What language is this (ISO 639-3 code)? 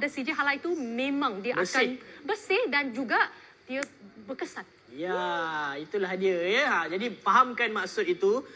msa